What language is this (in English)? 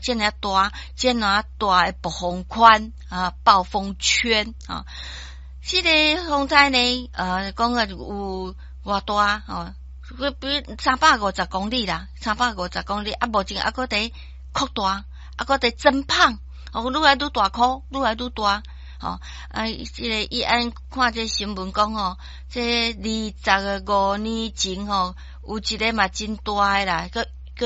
Min Nan Chinese